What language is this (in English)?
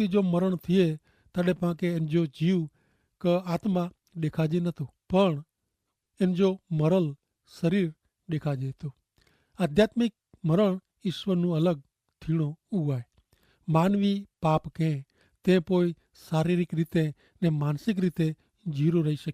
Kachhi